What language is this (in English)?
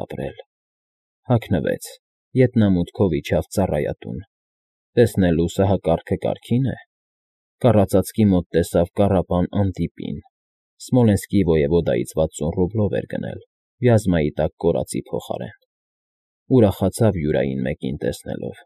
Armenian